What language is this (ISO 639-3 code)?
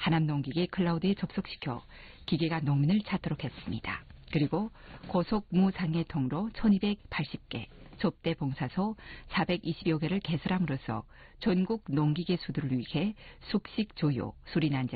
kor